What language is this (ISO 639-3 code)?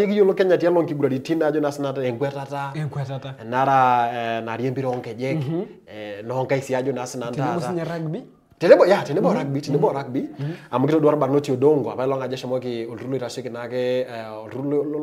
mas